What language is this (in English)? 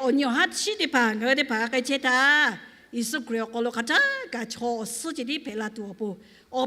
Lahu